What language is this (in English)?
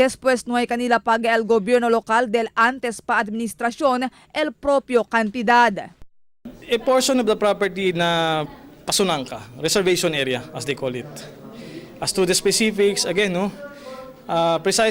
Chavacano